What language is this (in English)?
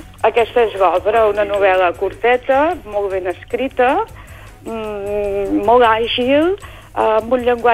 Catalan